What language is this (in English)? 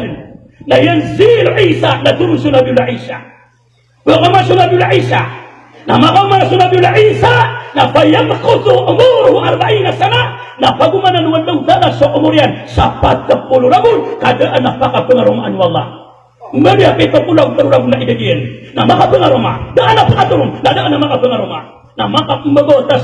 Maranao